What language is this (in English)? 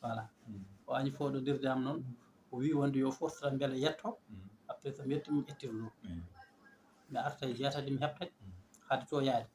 Fula